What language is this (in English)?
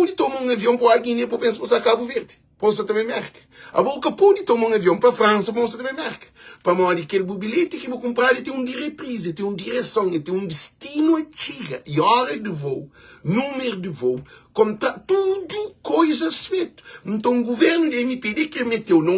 Kabuverdianu